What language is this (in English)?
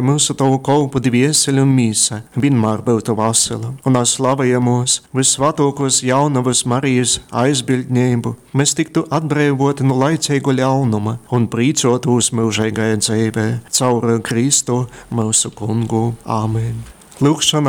Latgalian